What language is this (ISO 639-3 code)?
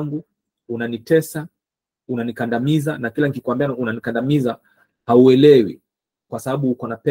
swa